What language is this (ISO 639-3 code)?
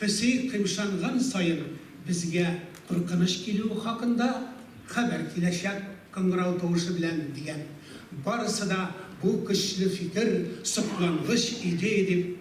tat